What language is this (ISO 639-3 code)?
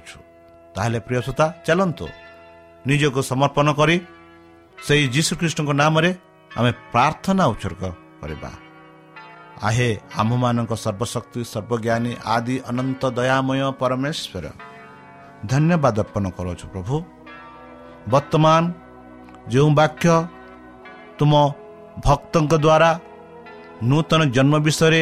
ori